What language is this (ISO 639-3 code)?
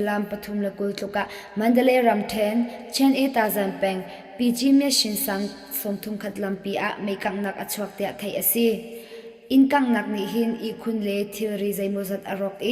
cnh